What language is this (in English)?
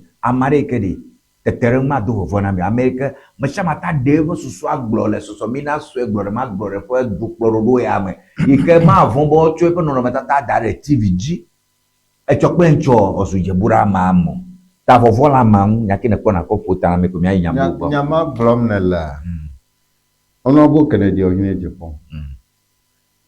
Ewe